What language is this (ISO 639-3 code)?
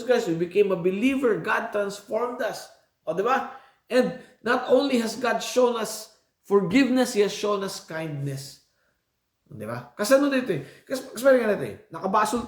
ilo